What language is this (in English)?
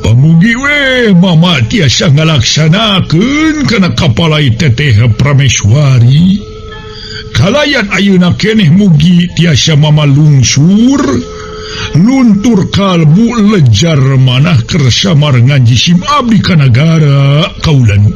Sundanese